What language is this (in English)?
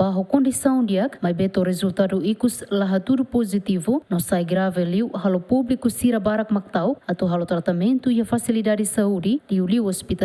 Tetum